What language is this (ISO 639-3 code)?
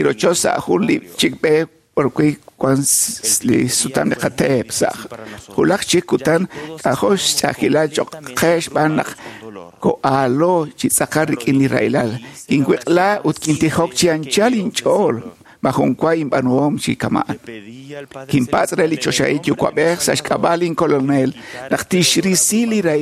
kek